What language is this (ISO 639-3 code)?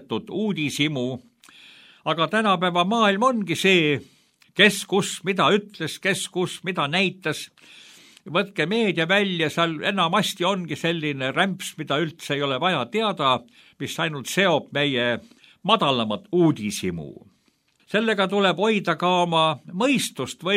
est